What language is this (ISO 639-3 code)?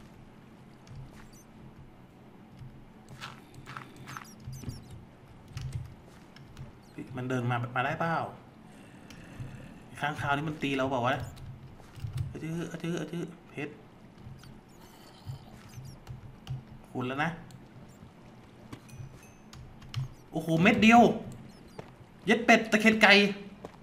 tha